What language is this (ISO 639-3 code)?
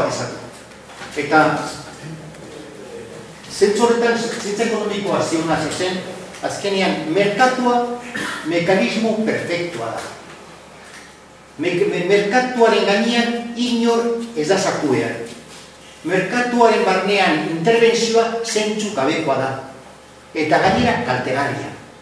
eus